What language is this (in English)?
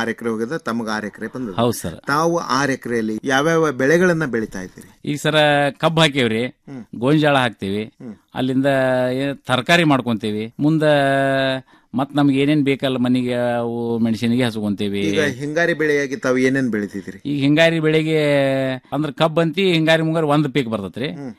Kannada